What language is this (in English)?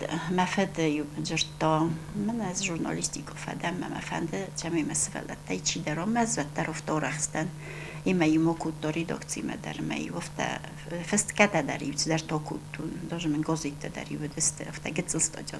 Ossetic